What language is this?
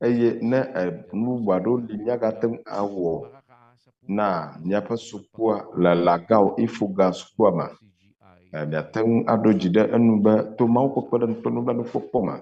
Ewe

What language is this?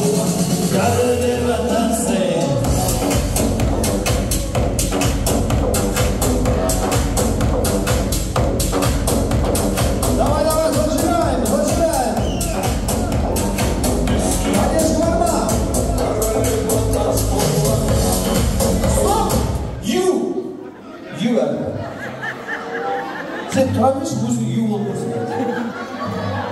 Kazakh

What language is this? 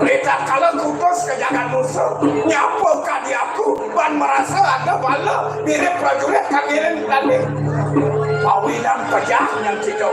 Balinese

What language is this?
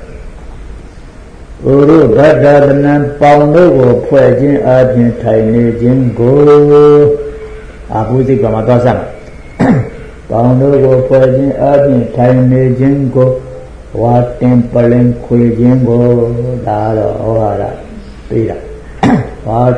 Burmese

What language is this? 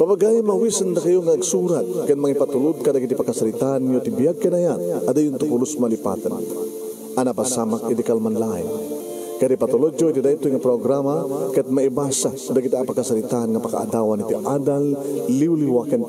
Iloko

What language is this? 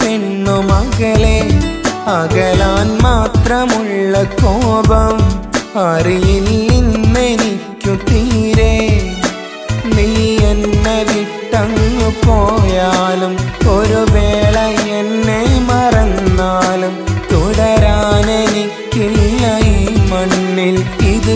Malayalam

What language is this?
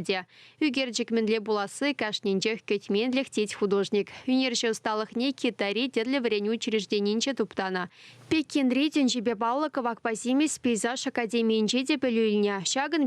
Chuvash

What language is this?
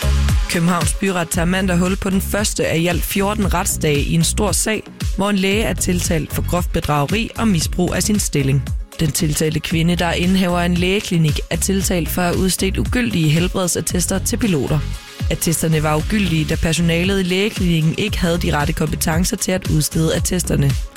Danish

